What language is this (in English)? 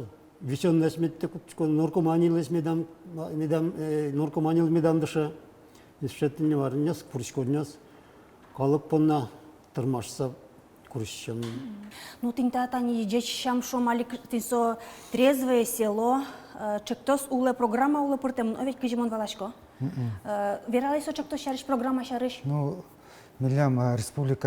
Udmurt